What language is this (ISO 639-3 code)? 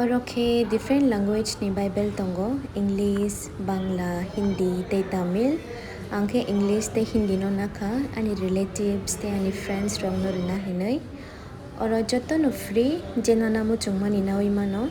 trp